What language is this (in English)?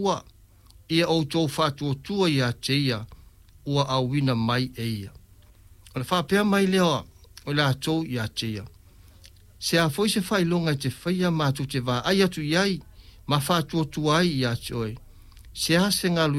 Samoan